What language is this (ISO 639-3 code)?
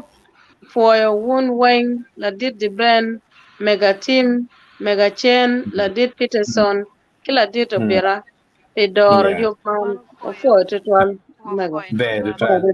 ach